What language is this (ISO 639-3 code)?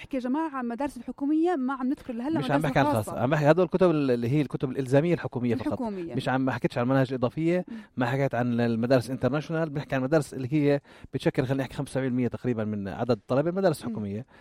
apc